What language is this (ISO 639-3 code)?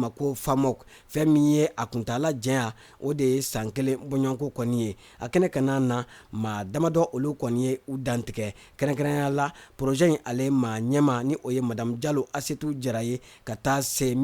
bam